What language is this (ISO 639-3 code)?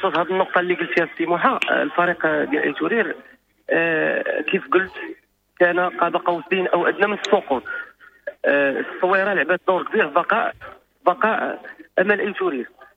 ary